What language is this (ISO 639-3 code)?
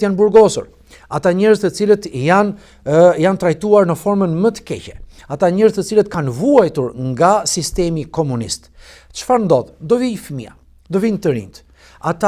sqi